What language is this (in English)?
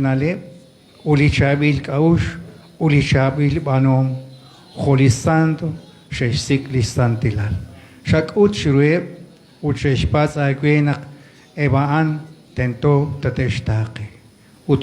Kekchí